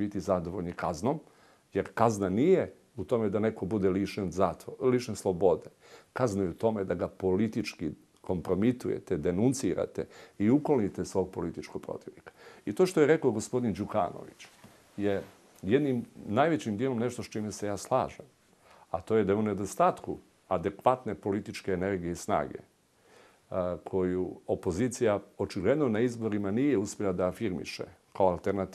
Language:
Serbian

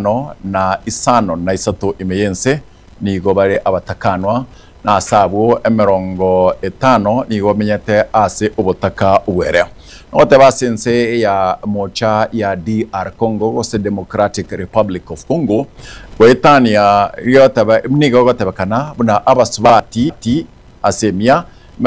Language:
Gusii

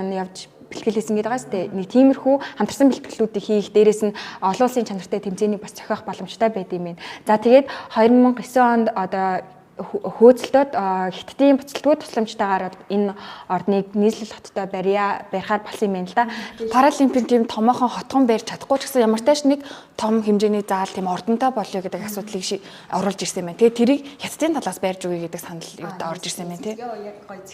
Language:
Mongolian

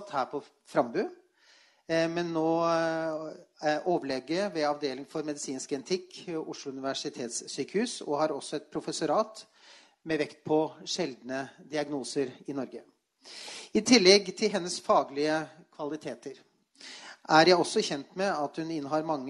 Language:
Norwegian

